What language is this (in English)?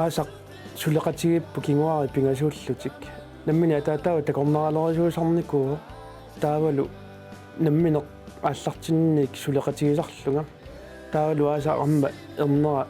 Kalaallisut